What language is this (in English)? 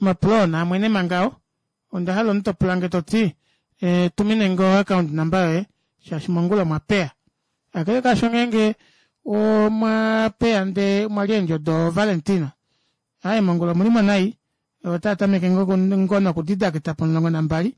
Kuanyama